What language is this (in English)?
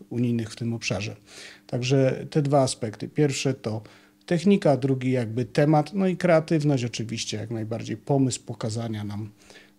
Polish